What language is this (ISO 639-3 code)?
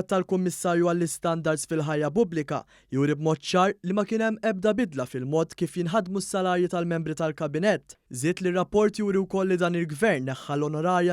mlt